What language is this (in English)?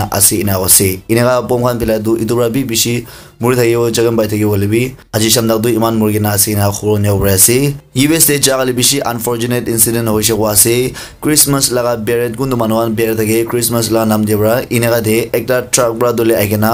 Naga Pidgin